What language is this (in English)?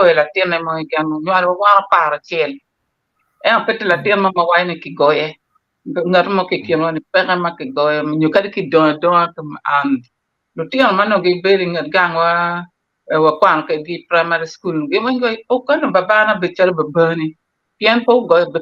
Acoli